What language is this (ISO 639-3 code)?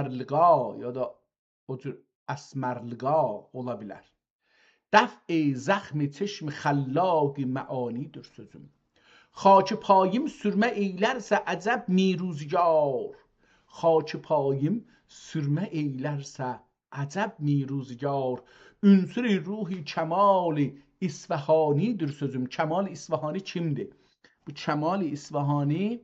azb